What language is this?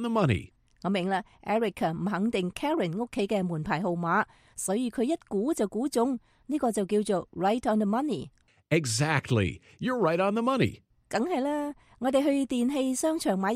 Cantonese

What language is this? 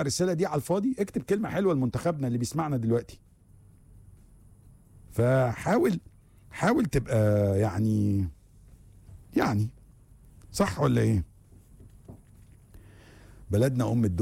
Egyptian Arabic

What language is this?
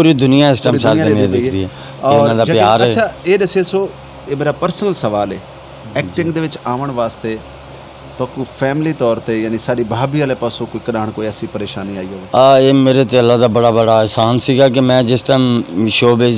Saraiki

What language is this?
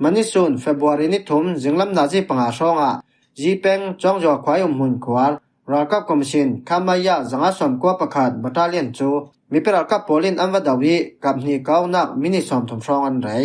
Falam Chin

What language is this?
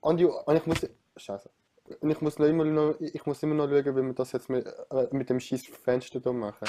Swiss German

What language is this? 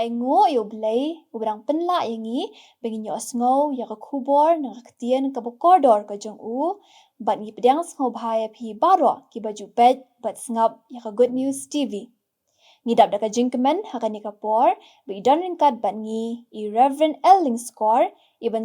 Khasi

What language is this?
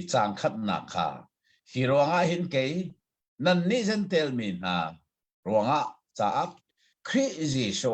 Hakha Chin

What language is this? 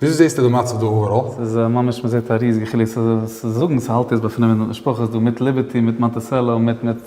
Yiddish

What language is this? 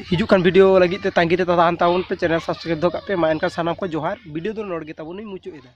Santali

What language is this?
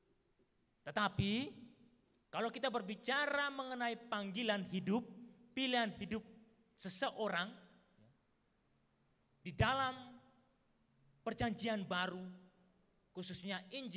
Indonesian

